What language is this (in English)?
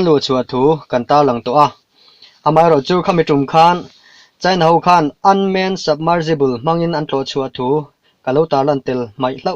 Mizo